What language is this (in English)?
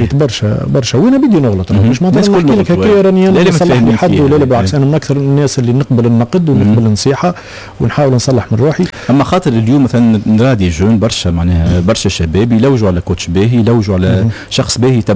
Tunisian Arabic